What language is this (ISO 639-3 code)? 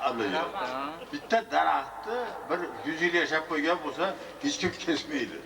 uzb